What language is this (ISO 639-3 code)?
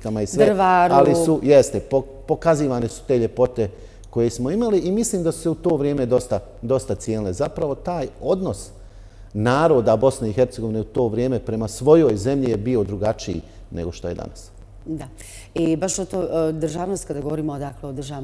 bos